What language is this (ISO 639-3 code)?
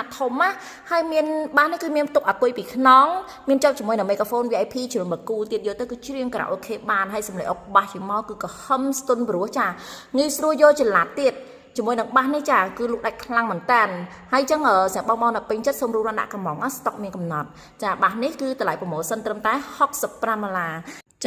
khm